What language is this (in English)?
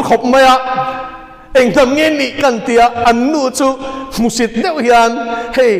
Mizo